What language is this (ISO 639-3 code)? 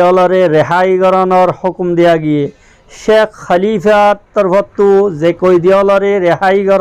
rhg